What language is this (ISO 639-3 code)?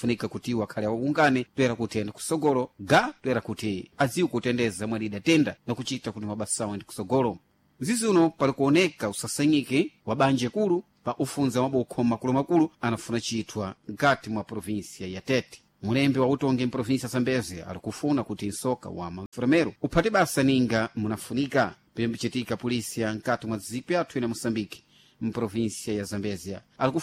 seh